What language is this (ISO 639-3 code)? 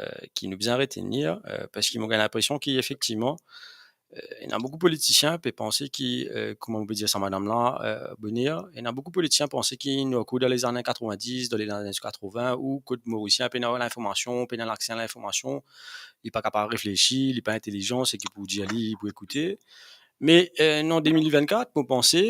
mfe